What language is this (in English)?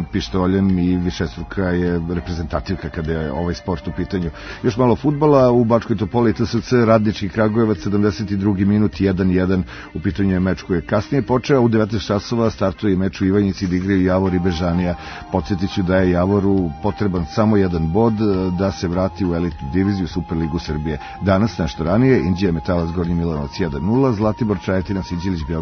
Serbian